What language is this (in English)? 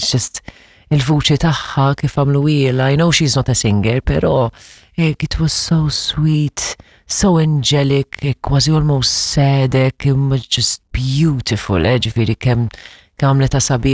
Maltese